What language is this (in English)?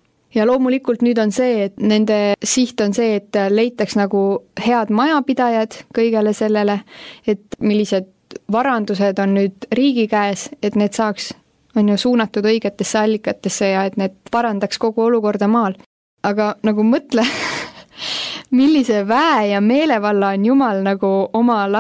Estonian